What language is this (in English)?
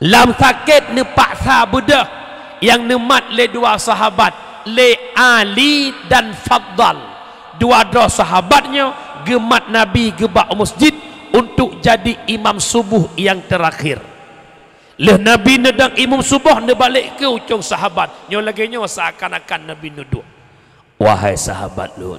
Achinese